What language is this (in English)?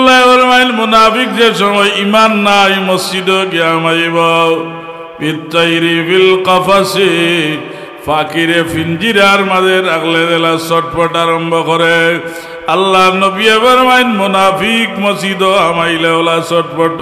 Sylheti